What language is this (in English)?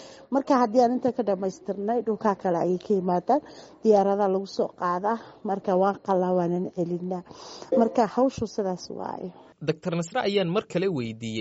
Somali